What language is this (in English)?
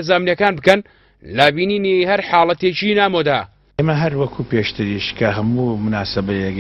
Central Kurdish